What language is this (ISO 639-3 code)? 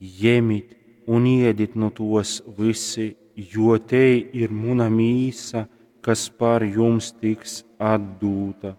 ltg